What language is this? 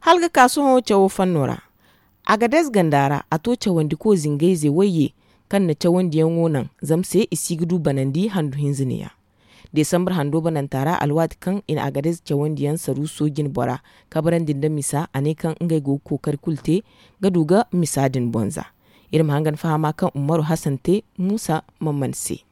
Zarma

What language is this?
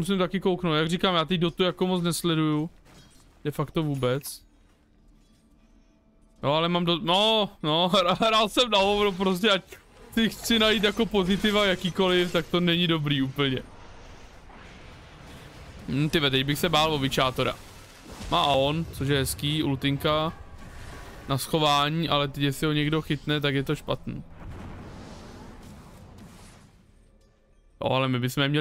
Czech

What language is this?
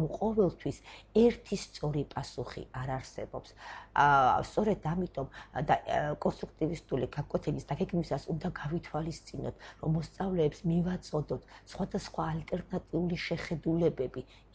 Georgian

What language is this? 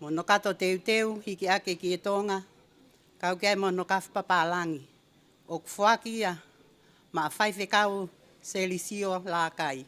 Tongan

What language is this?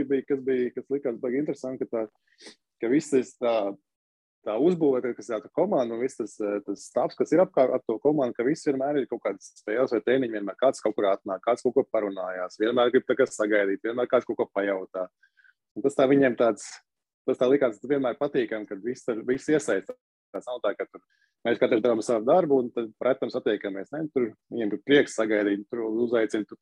Latvian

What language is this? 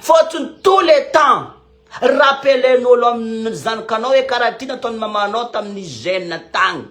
Malagasy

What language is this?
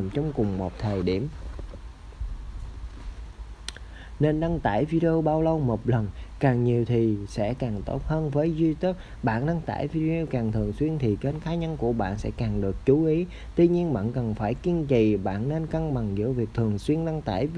Vietnamese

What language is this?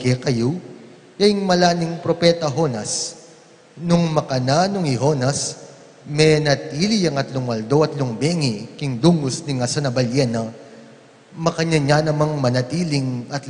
Pampanga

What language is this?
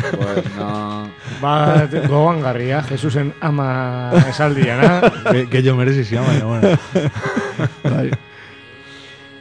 Basque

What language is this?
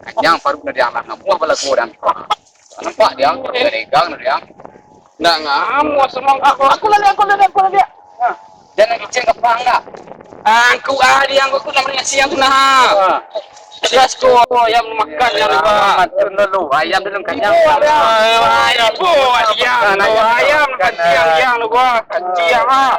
Minangkabau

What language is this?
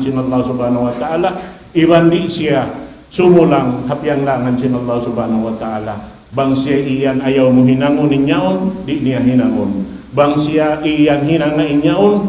Tausug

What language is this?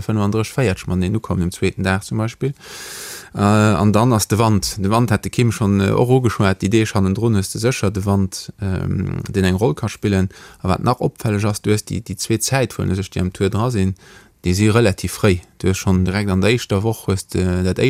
Luxembourgish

